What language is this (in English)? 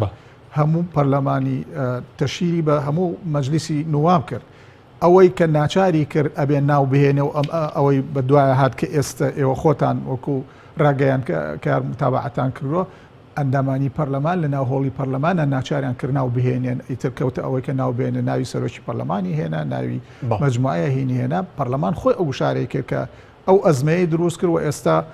Central Kurdish